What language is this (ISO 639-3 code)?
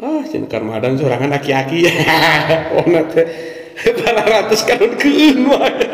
sun